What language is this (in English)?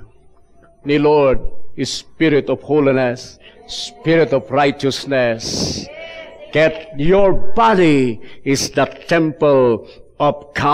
Iloko